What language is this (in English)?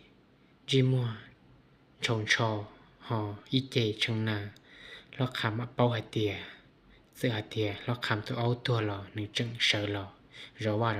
Hmong